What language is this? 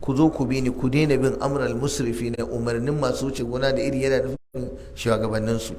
Hausa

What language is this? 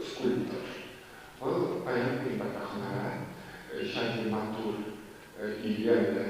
Chuvash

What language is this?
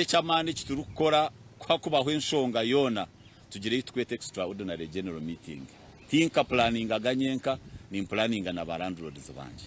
Nyankole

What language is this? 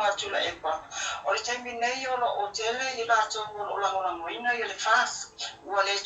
Samoan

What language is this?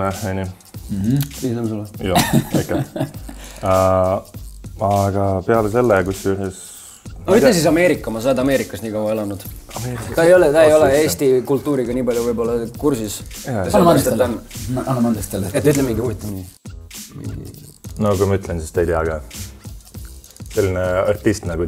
Estonian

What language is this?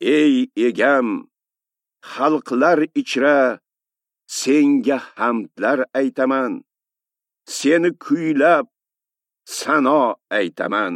Uzbek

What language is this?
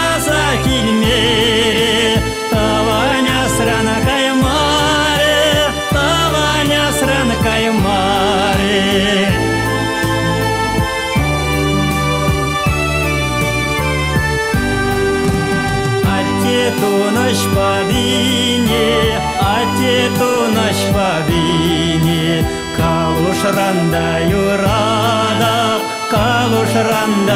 Chuvash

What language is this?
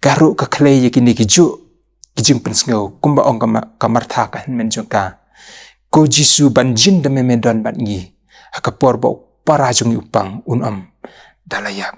Khasi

